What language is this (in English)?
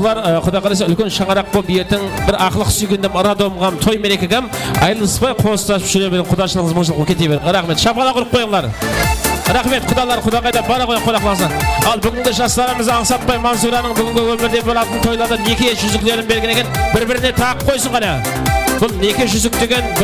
Kara-Kalpak